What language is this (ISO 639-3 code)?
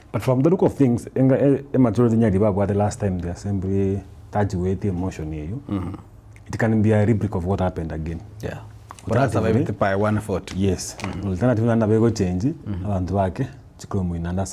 guz